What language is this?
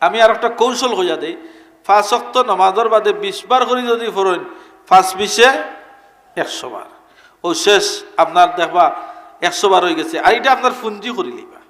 Sylheti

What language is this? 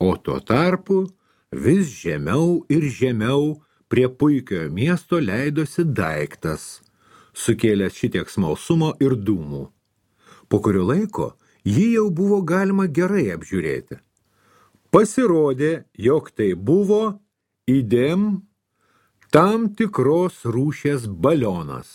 Lithuanian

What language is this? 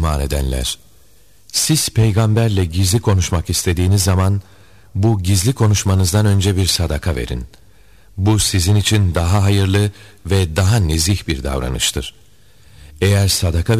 Turkish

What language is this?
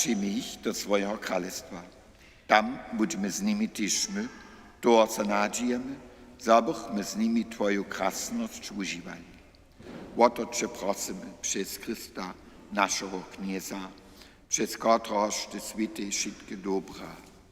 Upper Sorbian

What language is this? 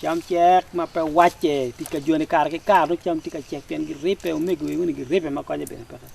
Acoli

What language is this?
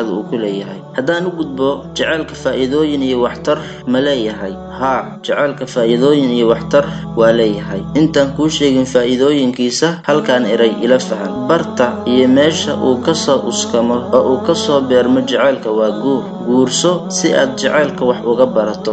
Somali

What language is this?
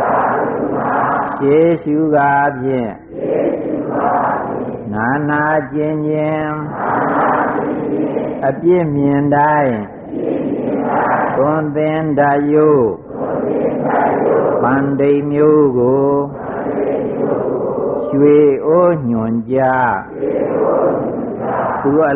Burmese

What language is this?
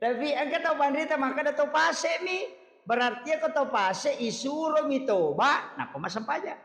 Buginese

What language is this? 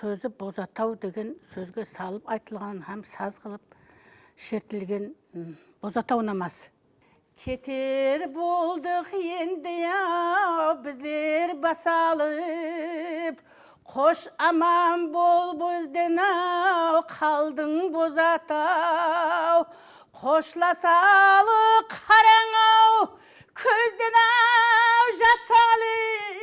Kara-Kalpak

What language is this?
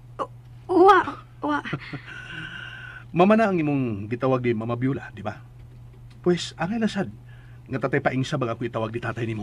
Cebuano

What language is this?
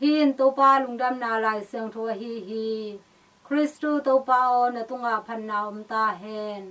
Tedim Chin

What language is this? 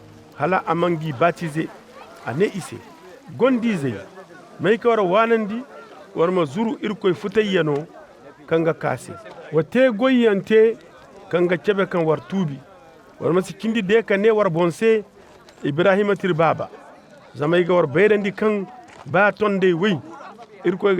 Koyraboro Senni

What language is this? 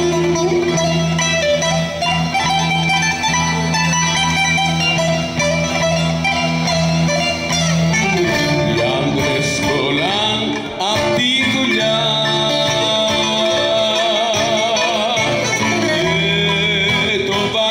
Greek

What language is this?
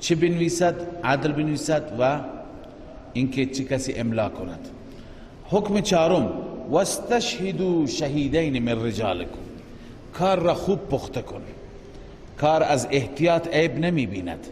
Persian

